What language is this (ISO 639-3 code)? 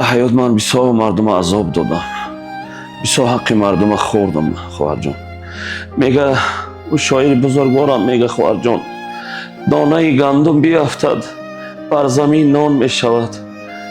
tgk